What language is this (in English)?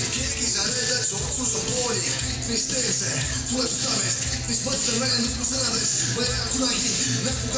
Estonian